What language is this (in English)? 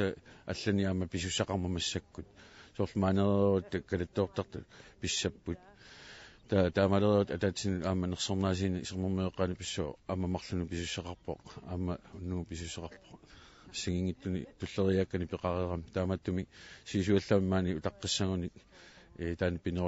Kalaallisut